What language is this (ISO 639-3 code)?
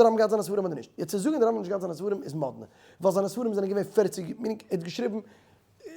yid